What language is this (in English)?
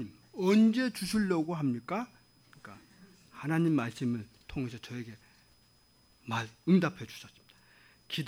Korean